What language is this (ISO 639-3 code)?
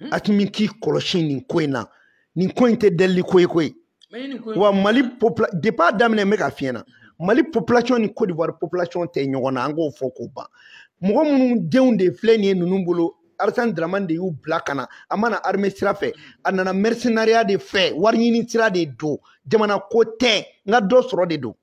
bam